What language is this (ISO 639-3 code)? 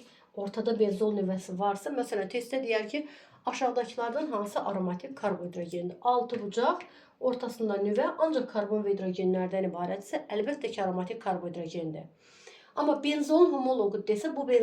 aze